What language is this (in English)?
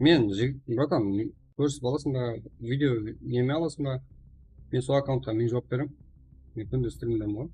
Kara-Kalpak